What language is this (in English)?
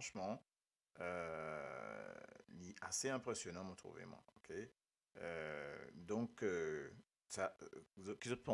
Morisyen